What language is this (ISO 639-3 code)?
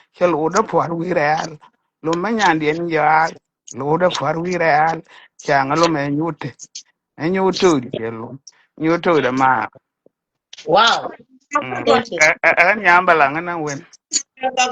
nus